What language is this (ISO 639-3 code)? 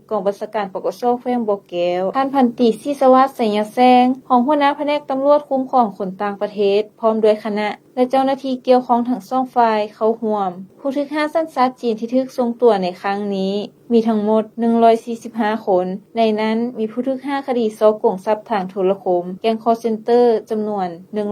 lao